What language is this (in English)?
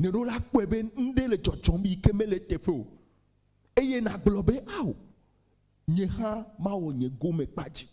Ewe